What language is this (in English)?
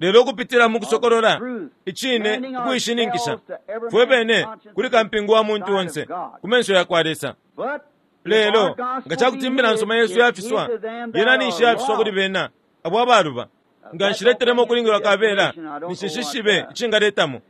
Bemba